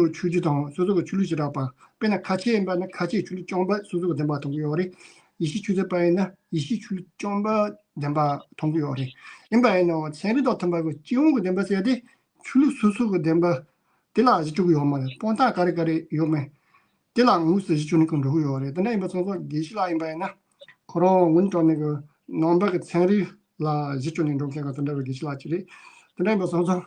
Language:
Tibetan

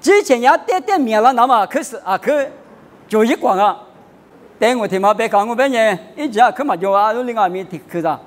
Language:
Lisu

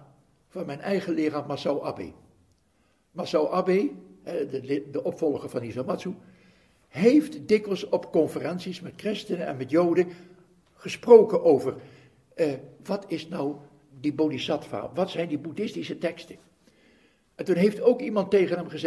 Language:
Dutch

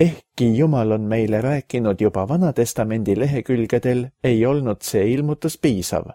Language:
Estonian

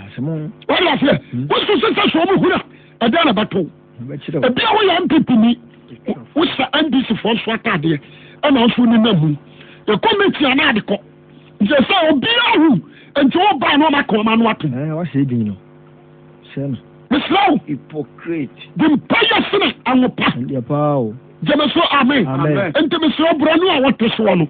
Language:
Akan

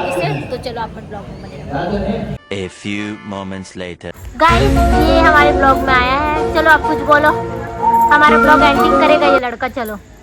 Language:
Chhattisgarhi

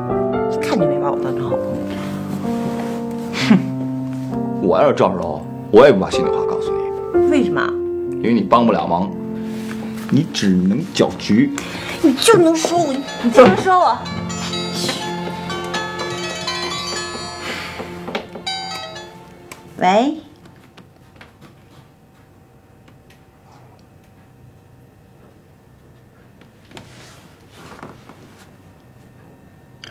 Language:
Chinese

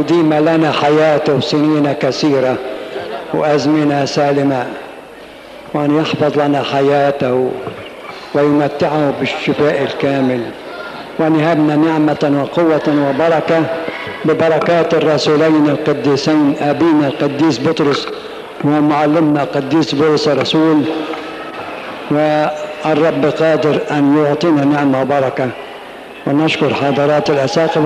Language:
Arabic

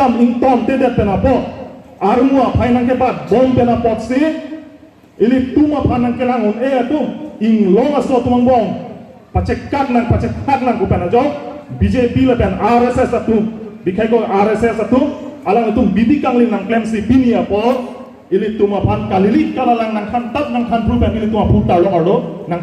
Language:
Karbi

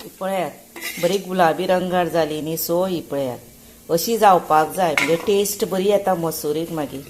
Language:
Konkani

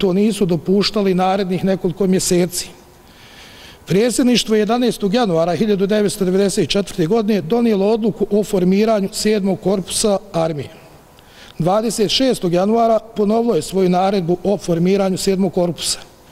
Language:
Bosnian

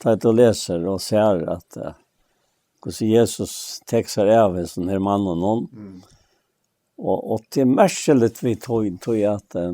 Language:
Faroese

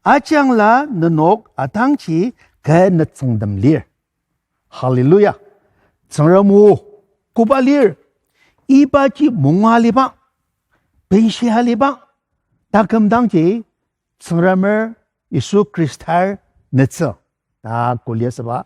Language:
Ao Naga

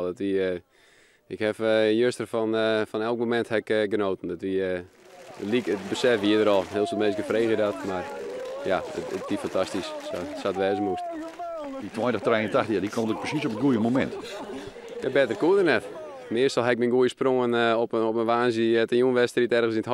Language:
Western Frisian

